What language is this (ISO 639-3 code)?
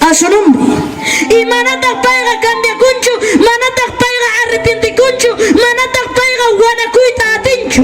quy